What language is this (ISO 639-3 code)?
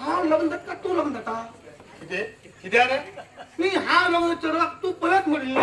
kok